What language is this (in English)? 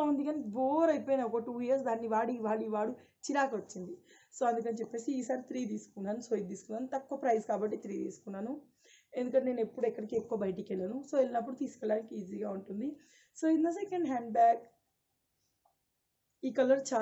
Telugu